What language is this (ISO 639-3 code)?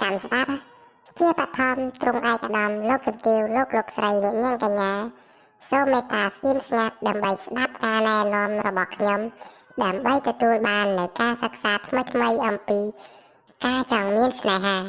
khm